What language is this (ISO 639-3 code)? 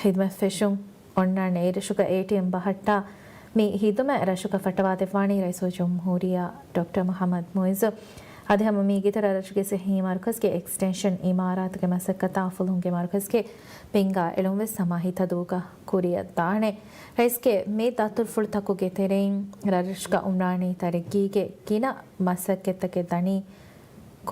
div